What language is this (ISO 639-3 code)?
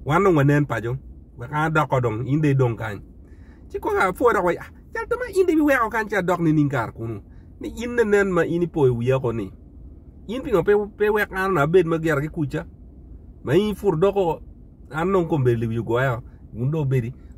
ach